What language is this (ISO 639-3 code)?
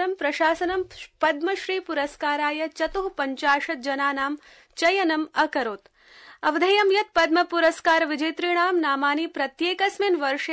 san